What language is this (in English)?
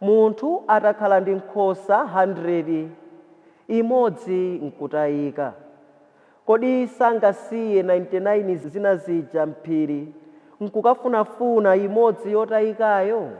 Nyanja